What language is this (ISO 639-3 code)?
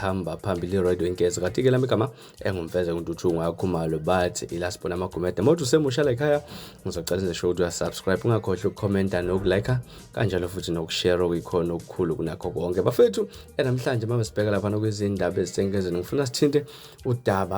zul